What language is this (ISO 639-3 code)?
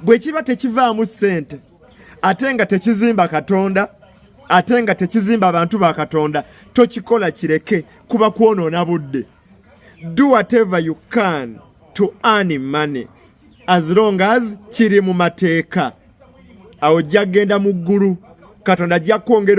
lug